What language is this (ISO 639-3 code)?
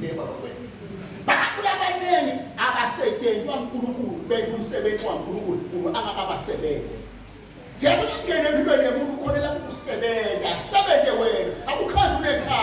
zul